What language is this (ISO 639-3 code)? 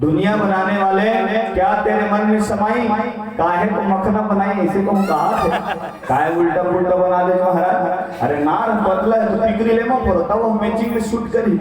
hne